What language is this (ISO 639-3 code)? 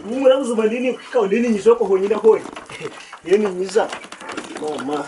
nyn